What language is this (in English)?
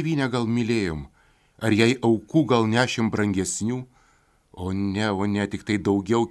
Lithuanian